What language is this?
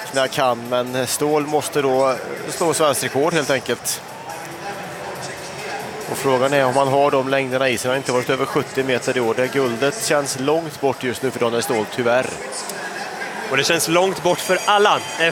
Swedish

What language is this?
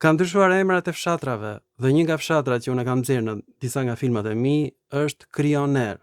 Albanian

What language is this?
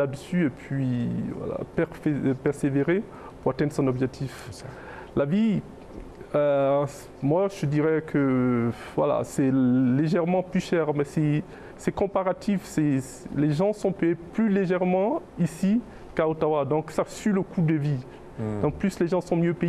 French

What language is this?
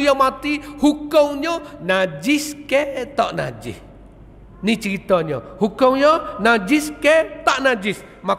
Malay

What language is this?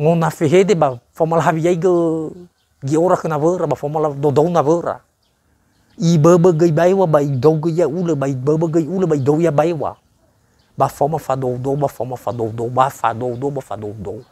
Nias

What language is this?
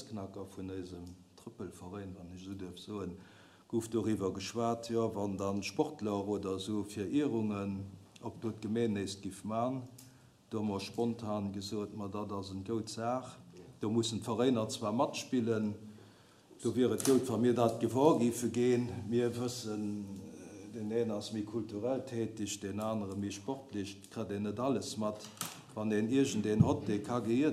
Luxembourgish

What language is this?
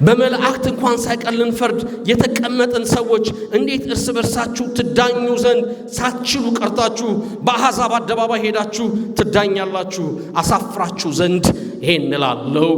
Amharic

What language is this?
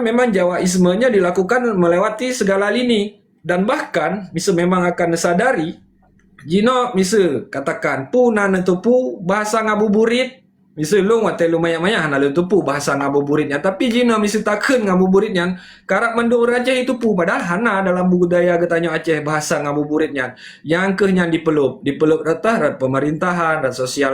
Achinese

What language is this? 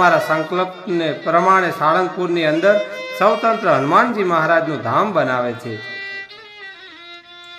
Gujarati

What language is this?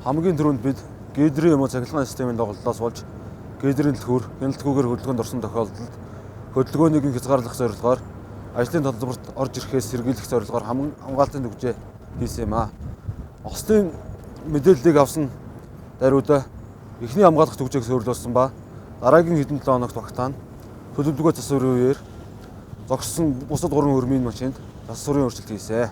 Mongolian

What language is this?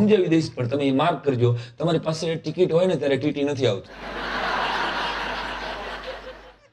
Gujarati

